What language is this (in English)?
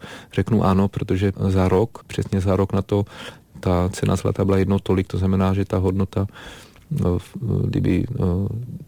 Czech